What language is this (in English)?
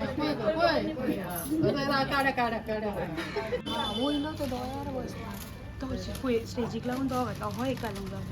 Konkani